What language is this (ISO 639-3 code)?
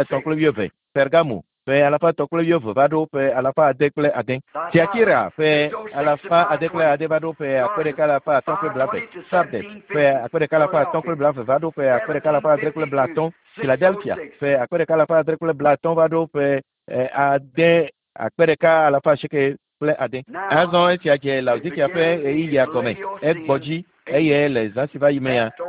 ewe